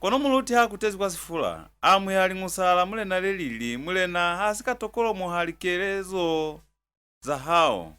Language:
Lozi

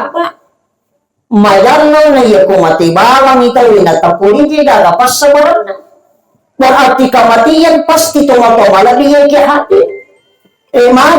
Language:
Buginese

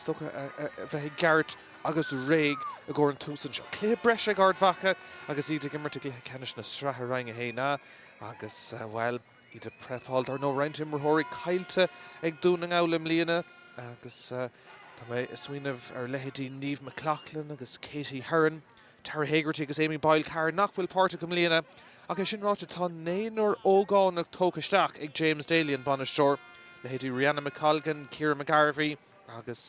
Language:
Irish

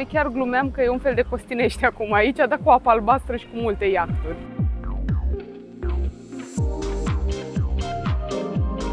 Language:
Romanian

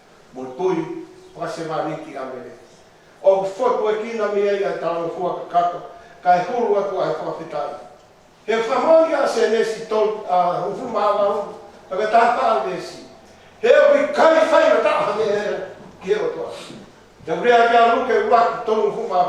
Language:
Tongan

